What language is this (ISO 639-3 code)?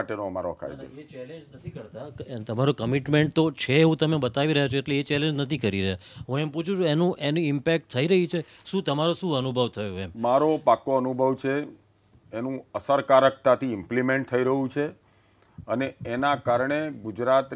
guj